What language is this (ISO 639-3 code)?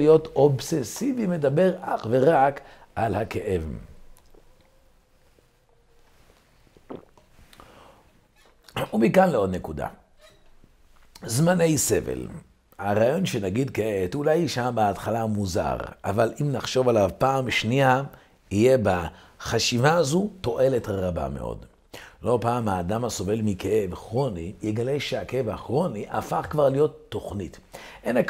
heb